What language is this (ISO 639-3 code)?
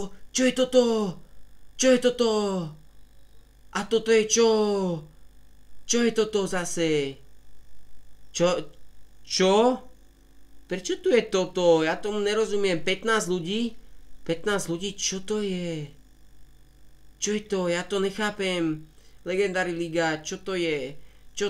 slk